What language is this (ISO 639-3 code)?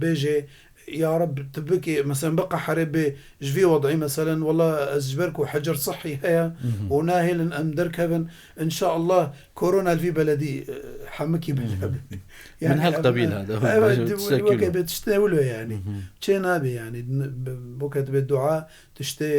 kur